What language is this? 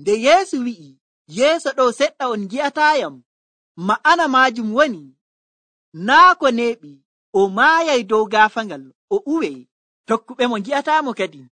Nigerian Fulfulde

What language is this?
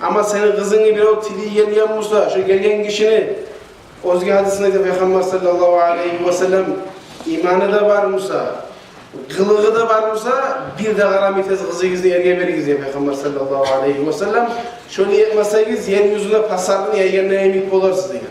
Kumyk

